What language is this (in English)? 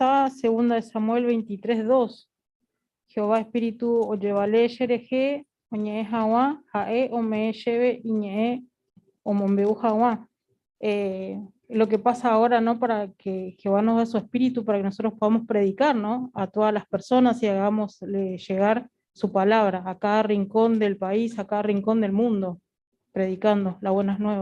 Guarani